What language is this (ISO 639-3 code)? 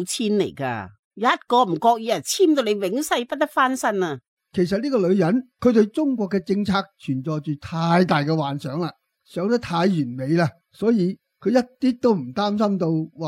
yue